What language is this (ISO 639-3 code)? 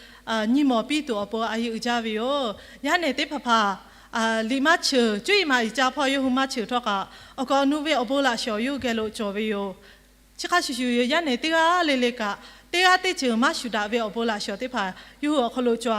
lhu